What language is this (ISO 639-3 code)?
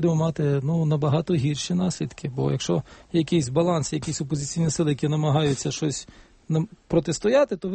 ukr